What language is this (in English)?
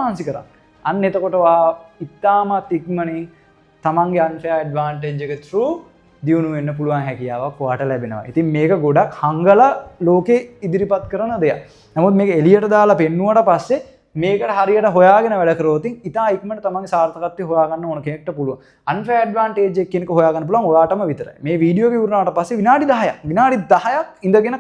Sinhala